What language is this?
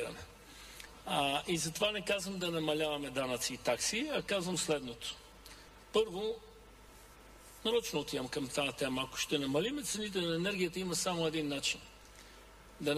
Bulgarian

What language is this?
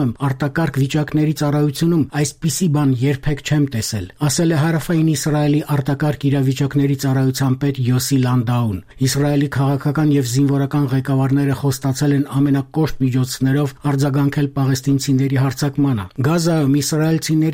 Armenian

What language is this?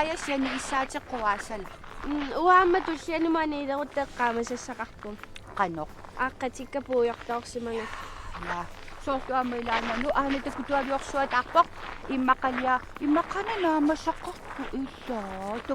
Kalaallisut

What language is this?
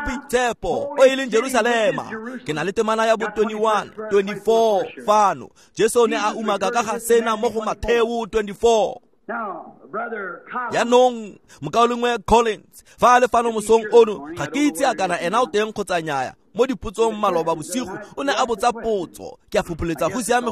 Tswana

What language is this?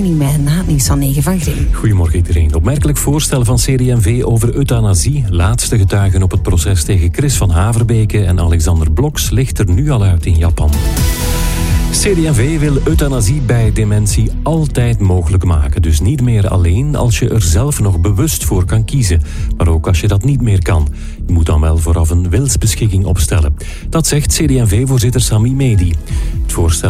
Dutch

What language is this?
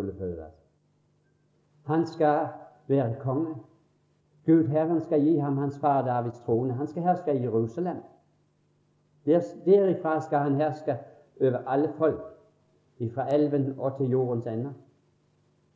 Norwegian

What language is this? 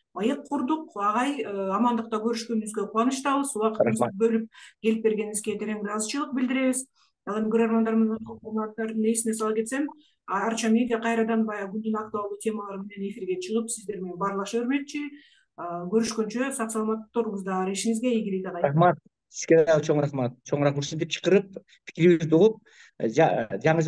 Kyrgyz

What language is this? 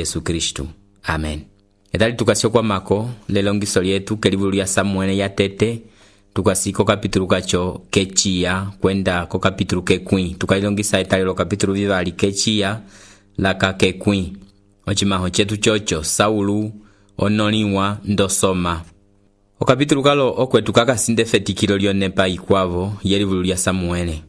Umbundu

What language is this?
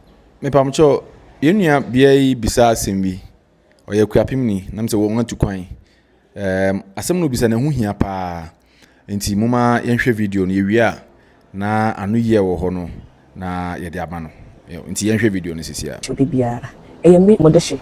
Akan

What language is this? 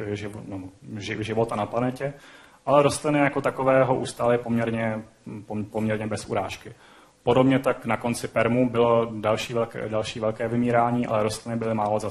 Czech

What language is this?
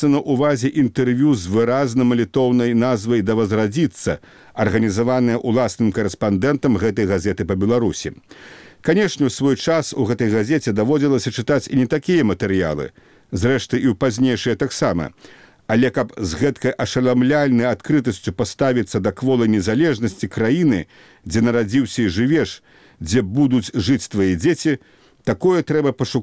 Belarusian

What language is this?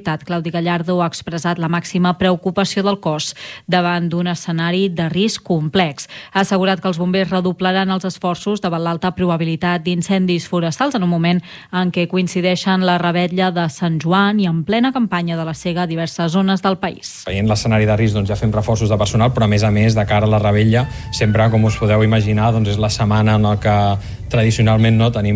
Catalan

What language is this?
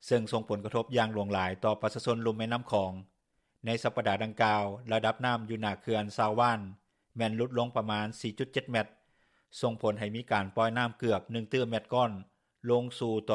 Lao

